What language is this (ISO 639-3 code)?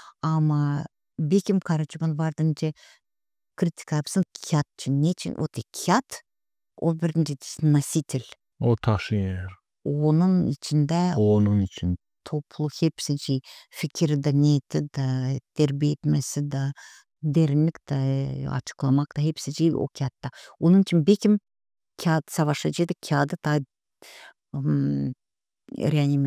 gag